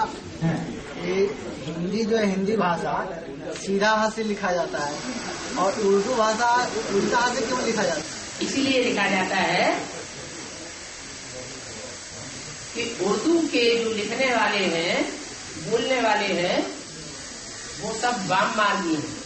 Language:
Hindi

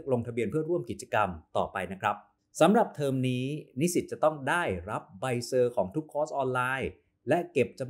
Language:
Thai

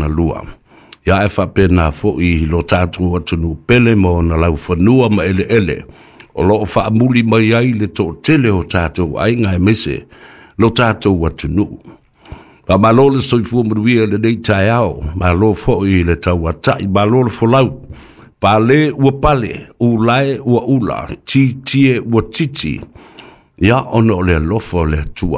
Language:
Samoan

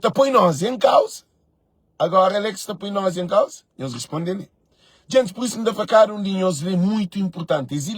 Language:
Kabuverdianu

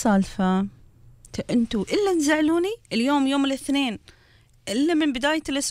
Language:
Gulf Arabic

